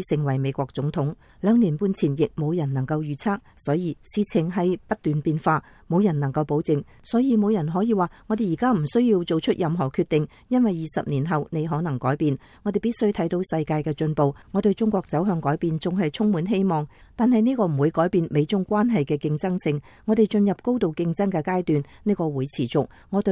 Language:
Cantonese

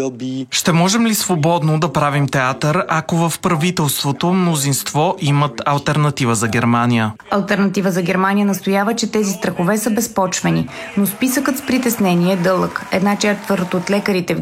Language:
Bulgarian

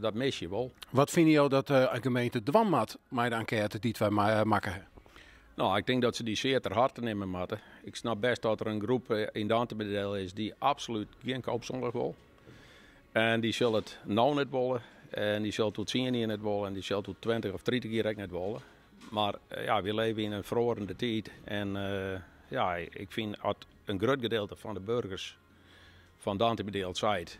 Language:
Western Frisian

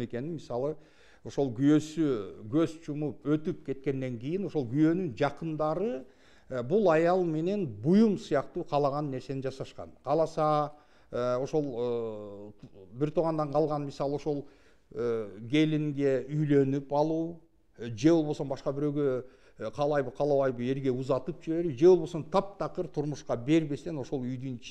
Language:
Kyrgyz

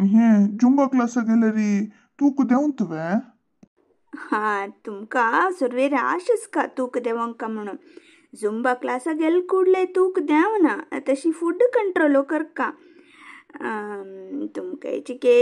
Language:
Konkani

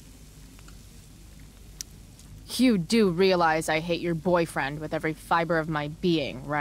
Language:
English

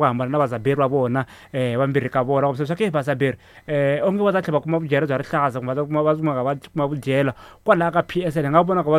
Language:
Tsonga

